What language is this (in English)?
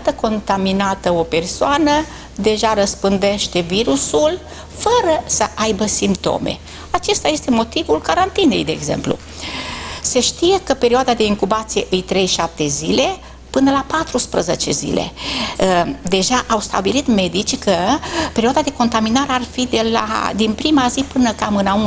Romanian